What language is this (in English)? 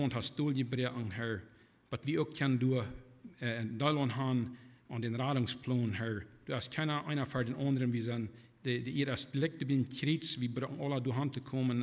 Plautdietsch